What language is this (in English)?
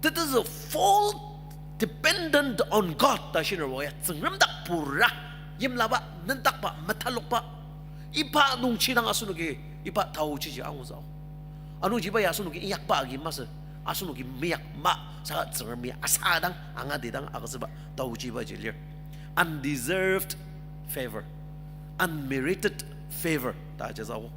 Ao Naga